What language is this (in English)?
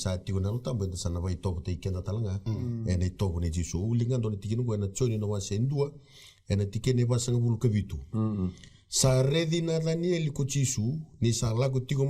Fijian